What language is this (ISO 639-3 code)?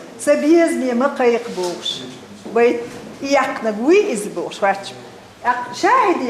che